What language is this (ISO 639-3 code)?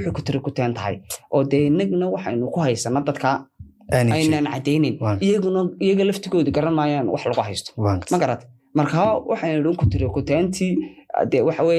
som